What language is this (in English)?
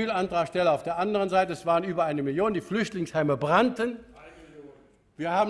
German